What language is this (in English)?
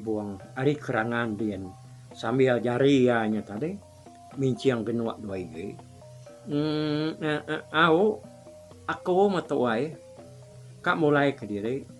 Iban